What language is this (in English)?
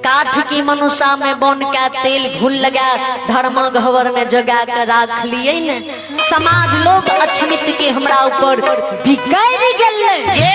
Maithili